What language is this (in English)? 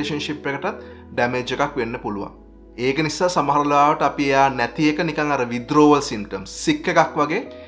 Sinhala